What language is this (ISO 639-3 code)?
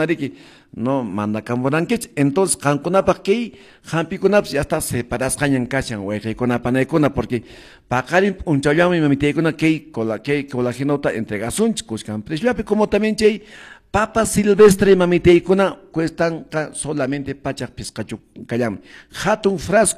que